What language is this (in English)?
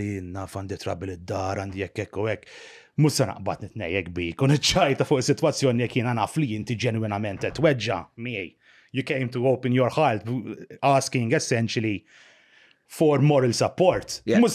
Maltese